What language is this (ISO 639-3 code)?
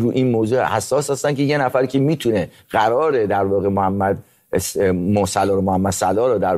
fas